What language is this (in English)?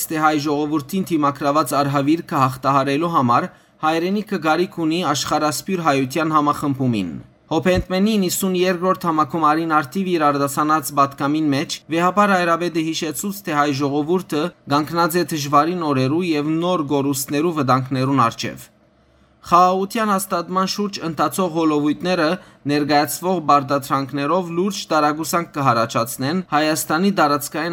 Western Armenian